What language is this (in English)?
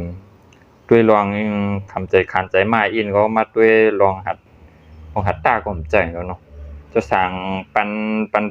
Shan